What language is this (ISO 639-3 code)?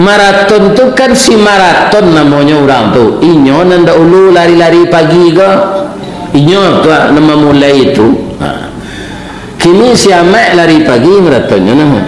min